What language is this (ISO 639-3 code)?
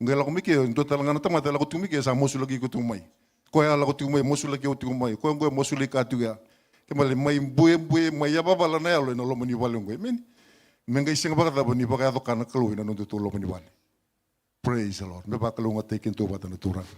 fij